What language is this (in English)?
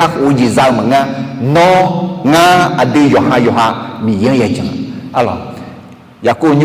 Akha